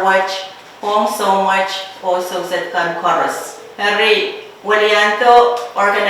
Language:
Pohnpeian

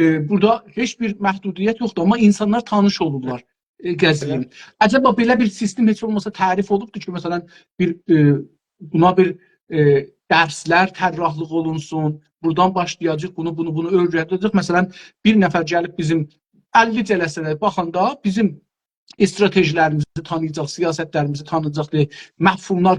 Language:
South Azerbaijani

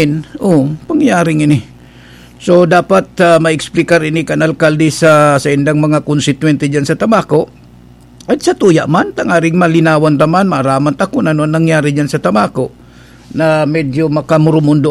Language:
Bikol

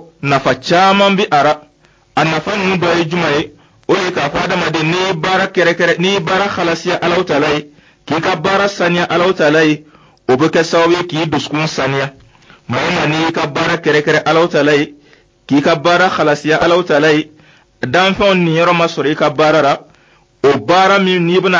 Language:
Dyula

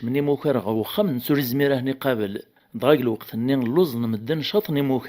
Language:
Kabyle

